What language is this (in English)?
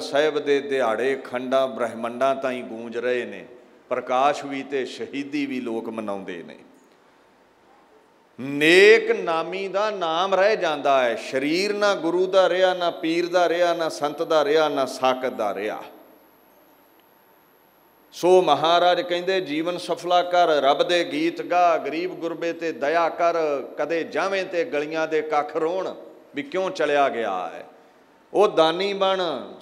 Punjabi